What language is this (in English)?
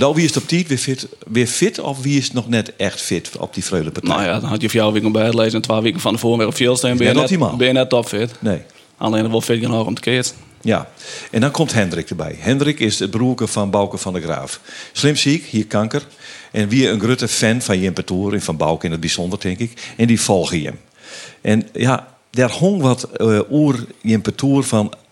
Western Frisian